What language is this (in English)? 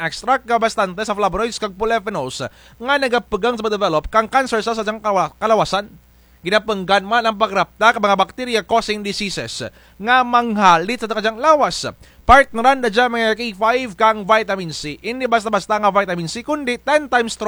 Kinaray-a